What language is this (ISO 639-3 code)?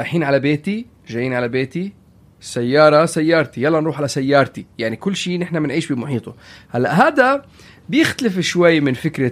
apc